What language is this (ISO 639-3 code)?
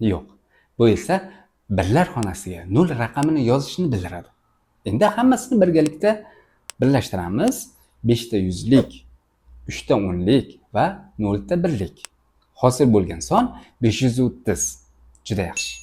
uzb